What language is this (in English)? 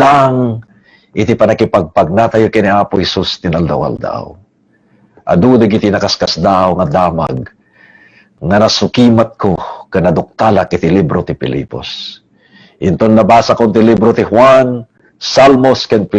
Iloko